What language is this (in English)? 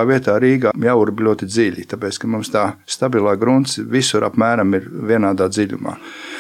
Latvian